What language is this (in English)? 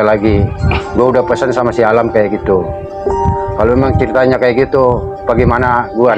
Betawi